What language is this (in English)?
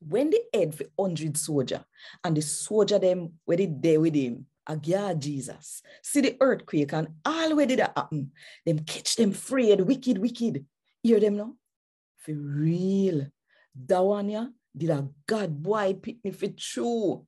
Jamaican Creole English